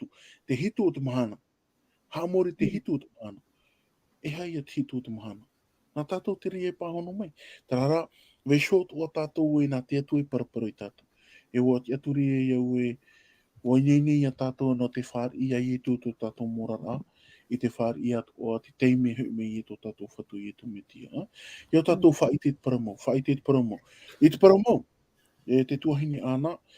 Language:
Tahitian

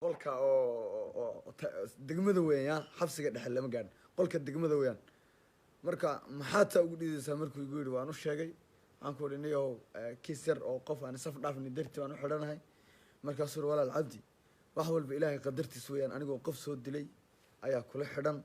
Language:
Somali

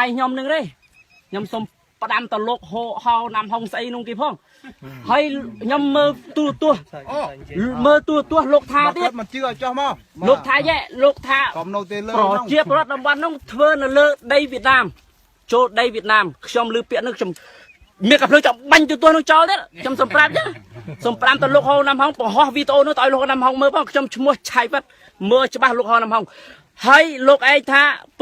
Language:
Khmer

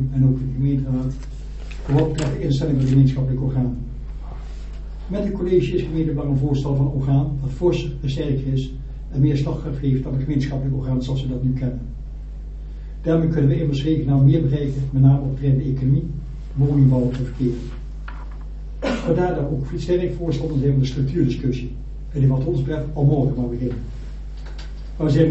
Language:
Dutch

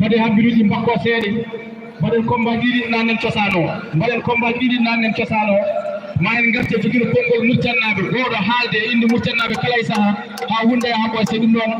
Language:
Fula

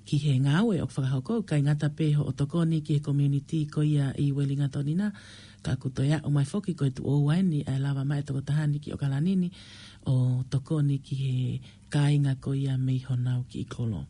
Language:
Tongan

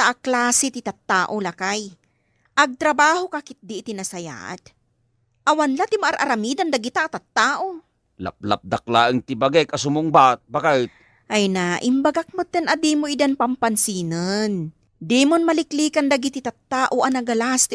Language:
Iloko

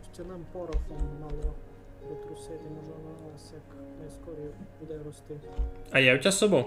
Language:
Rusyn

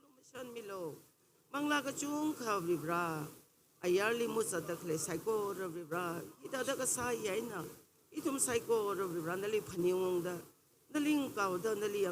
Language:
Tangkhul Naga (India)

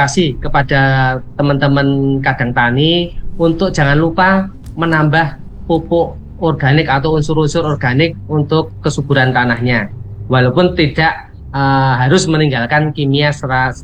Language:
Indonesian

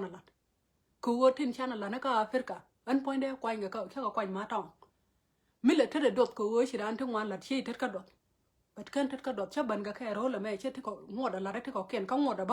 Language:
Nuer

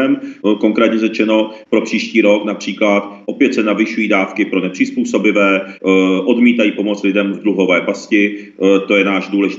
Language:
Czech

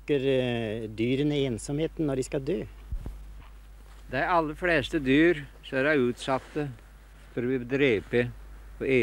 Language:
Norwegian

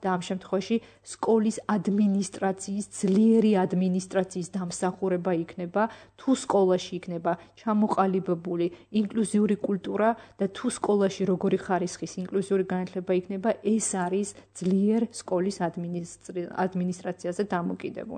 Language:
Georgian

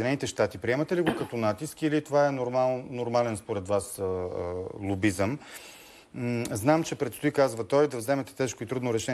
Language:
Bulgarian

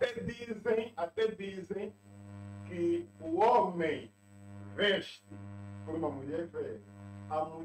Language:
Portuguese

